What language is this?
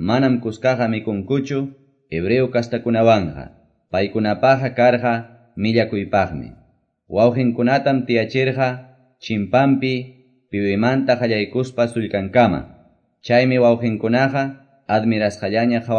Quechua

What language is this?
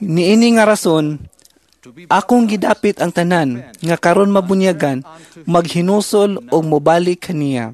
Cebuano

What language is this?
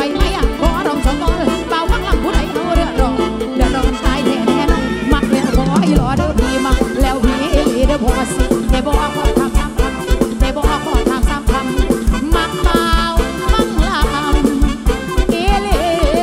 Thai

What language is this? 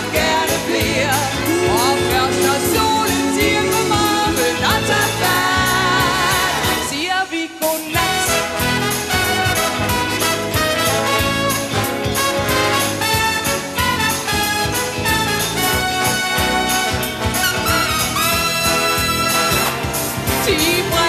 Danish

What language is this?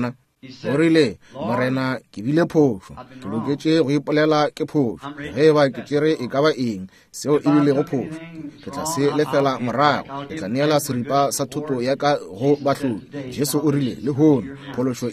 Northern Sotho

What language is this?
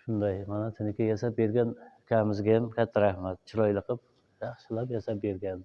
Uzbek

